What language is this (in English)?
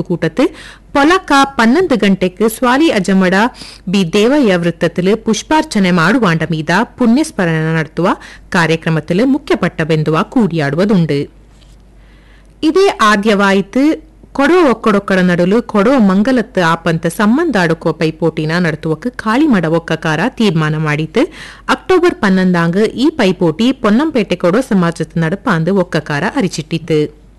Kannada